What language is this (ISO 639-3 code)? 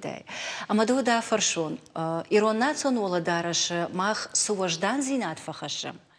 oss